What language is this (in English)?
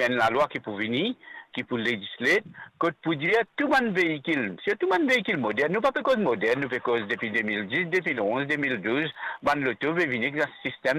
Morisyen